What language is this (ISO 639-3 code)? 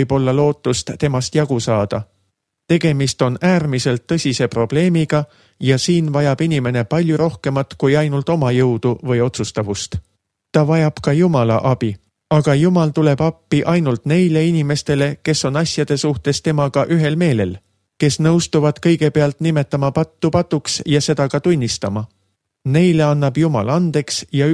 est